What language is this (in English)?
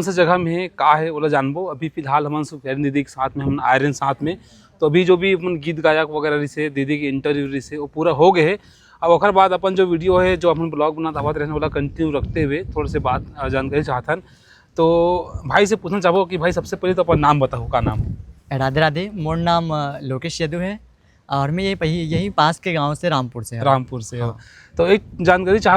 Chhattisgarhi